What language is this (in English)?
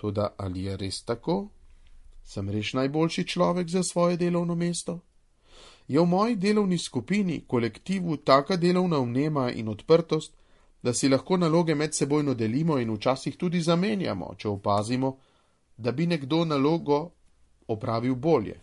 Slovenian